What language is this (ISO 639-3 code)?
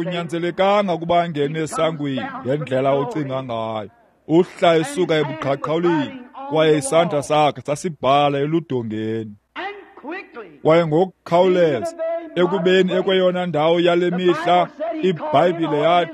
xho